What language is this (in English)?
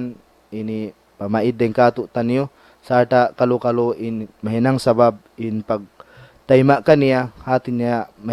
Tausug